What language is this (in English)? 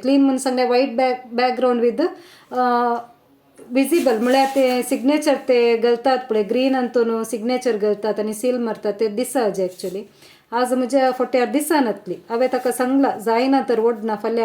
Konkani